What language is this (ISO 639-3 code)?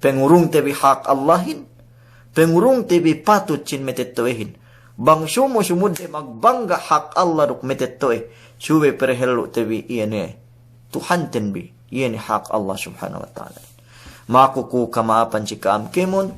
yka